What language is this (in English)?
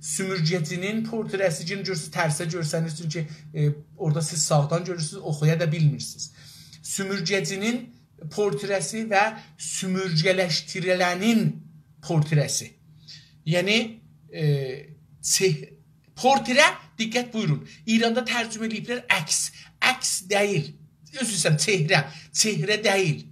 South Azerbaijani